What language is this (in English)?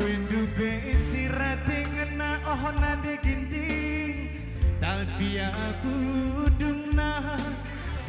Batak Karo